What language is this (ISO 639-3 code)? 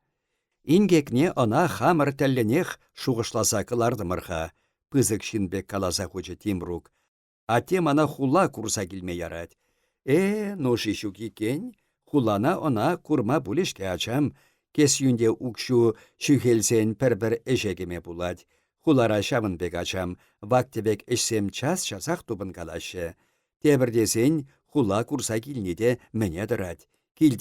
chv